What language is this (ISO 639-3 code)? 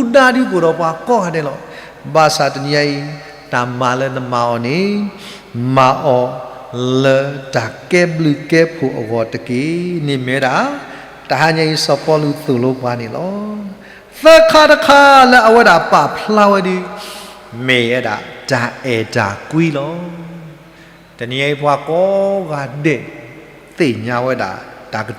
ksw